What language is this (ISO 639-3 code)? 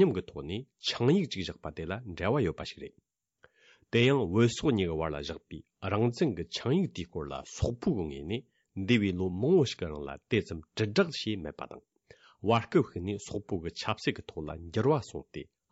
bod